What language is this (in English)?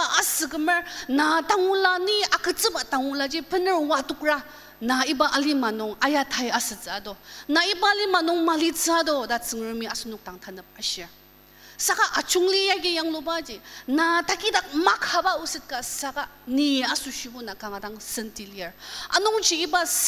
Ao Naga